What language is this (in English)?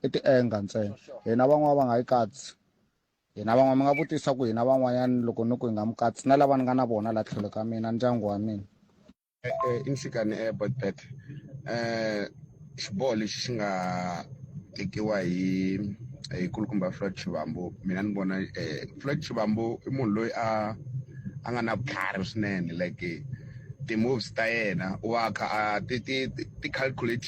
Tsonga